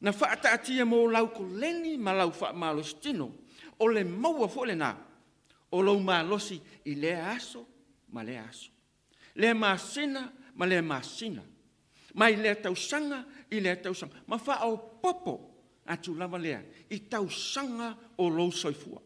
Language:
Samoan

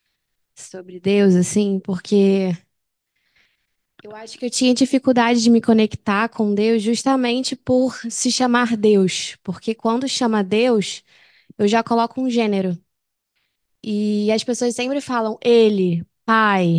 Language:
Portuguese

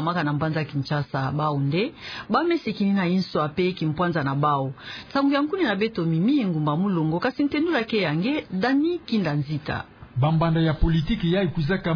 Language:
Kituba (Democratic Republic of Congo)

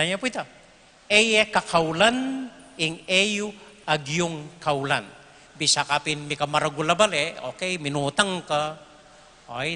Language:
Pampanga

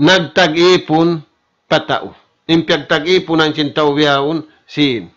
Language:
Tausug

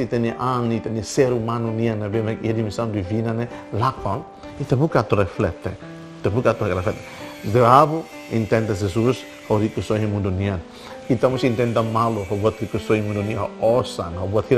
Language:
Tetum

